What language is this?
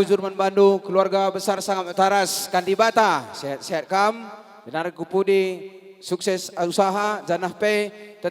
Batak Karo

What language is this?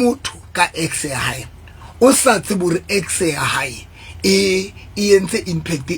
Southern Sotho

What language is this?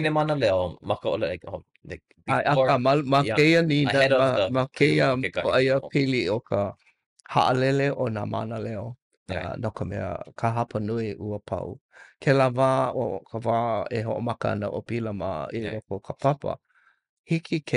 Hawaiian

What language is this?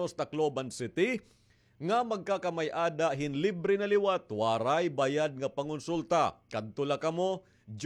Waray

